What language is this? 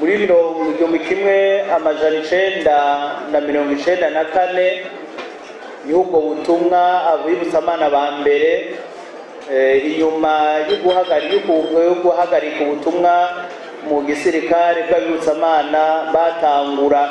Rundi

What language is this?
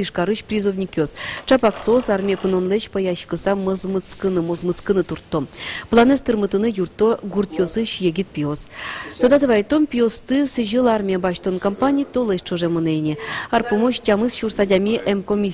Udmurt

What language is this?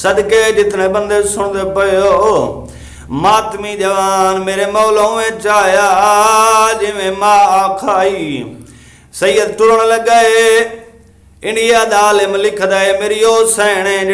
Saraiki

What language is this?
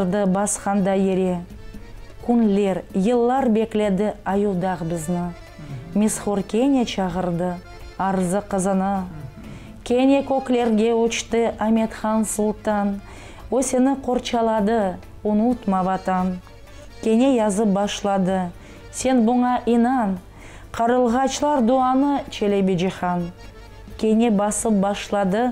Crimean Tatar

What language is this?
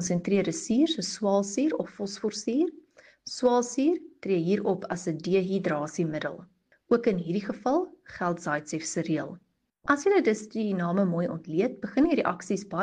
Afrikaans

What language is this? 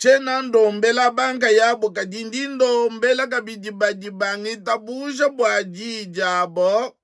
Luba-Lulua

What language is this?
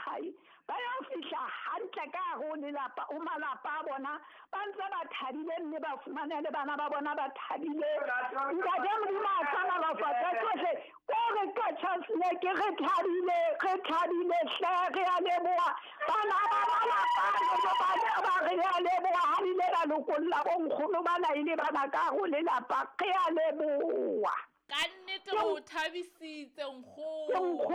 Southern Sotho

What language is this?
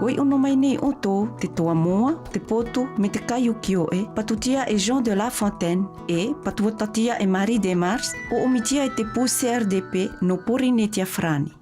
South Marquesan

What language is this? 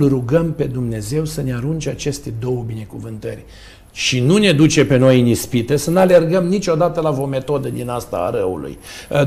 Romanian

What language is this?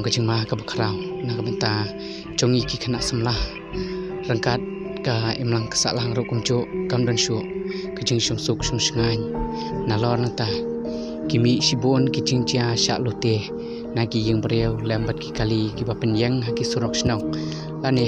Khasi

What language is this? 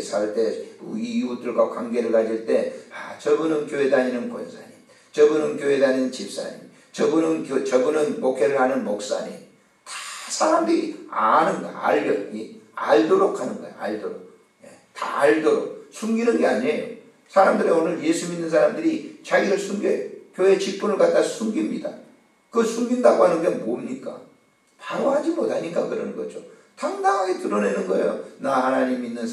Korean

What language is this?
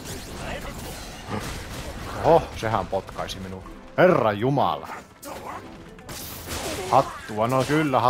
Finnish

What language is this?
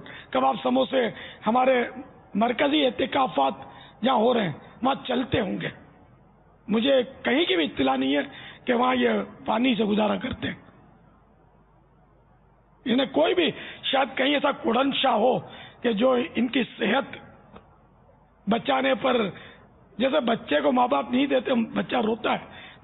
Urdu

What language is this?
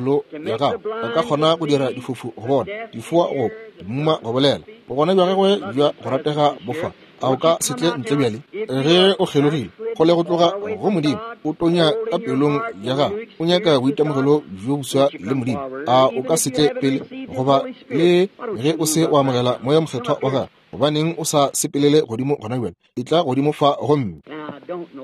Northern Sotho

